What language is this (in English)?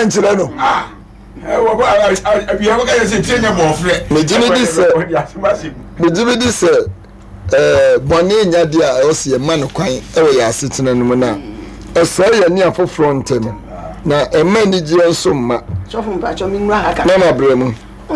Akan